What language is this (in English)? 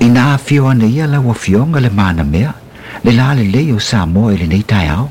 Samoan